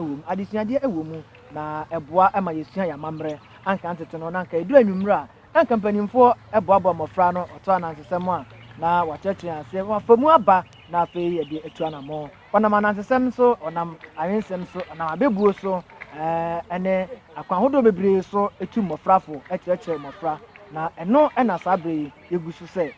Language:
Akan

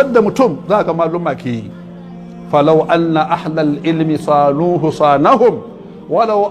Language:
Hausa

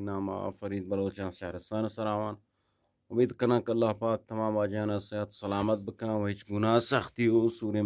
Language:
Eastern Balochi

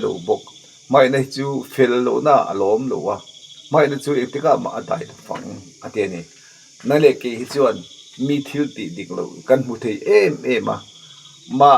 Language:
Mizo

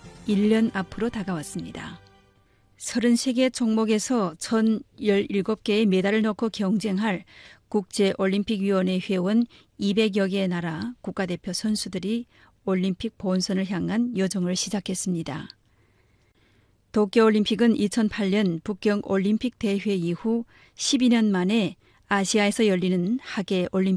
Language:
Korean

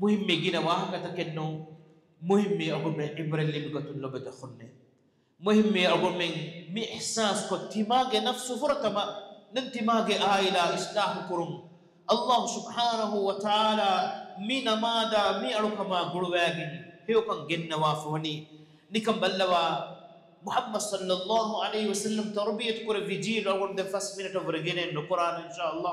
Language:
Divehi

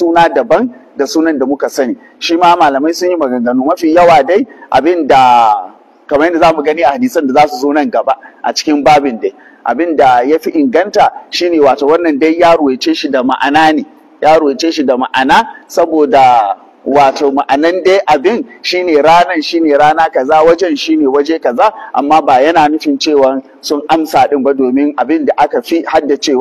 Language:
Hausa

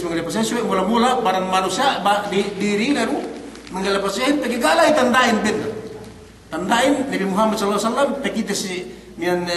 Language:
Yakan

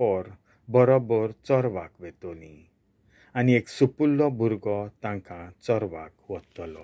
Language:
Konkani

